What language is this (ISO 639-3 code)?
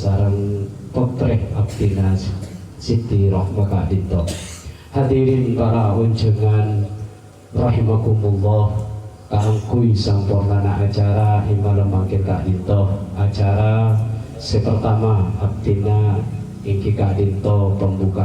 mad